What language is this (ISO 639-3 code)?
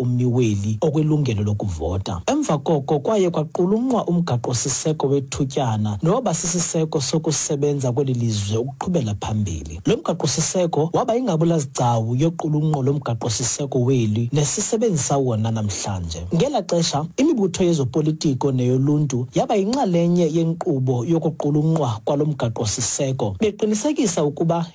xho